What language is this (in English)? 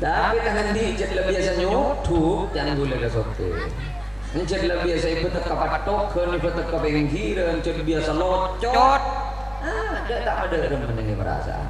Madurese